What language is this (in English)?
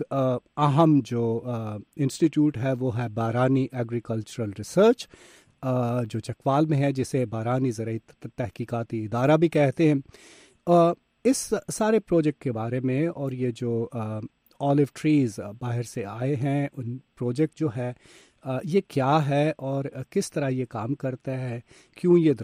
Urdu